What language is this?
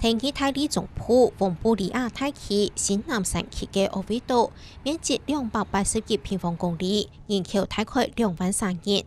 Hakka Chinese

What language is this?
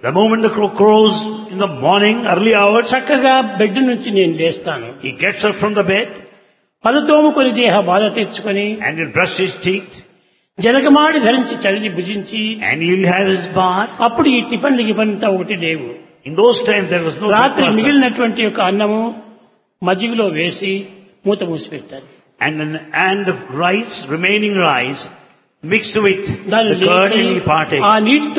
Telugu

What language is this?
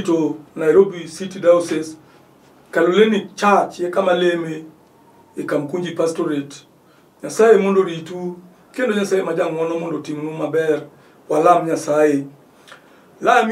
Luo (Kenya and Tanzania)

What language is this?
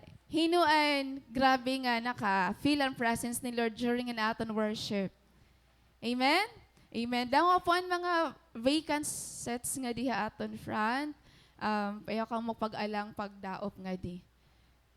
Waray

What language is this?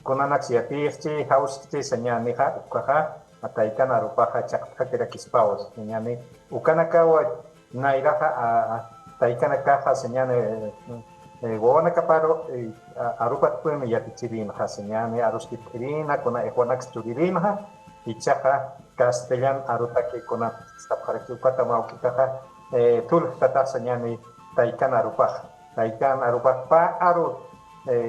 Aymara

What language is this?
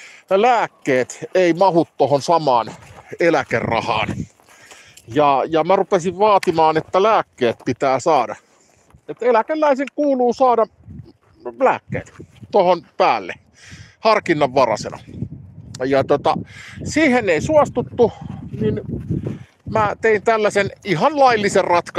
Finnish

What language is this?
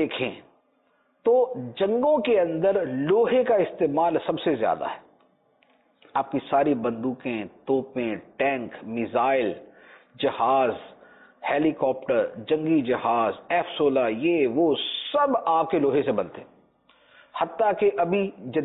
Urdu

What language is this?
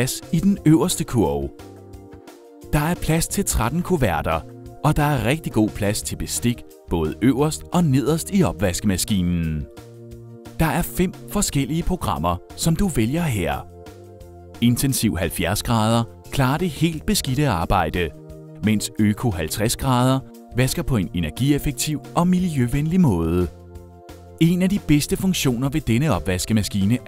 Danish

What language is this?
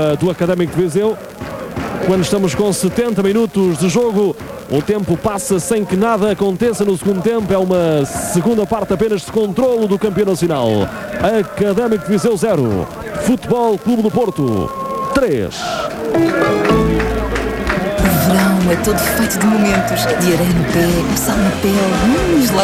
Portuguese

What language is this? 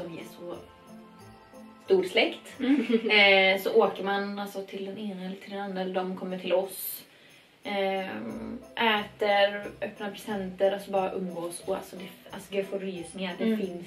Swedish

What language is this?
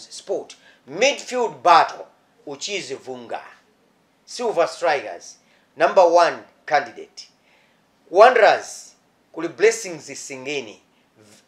Nyanja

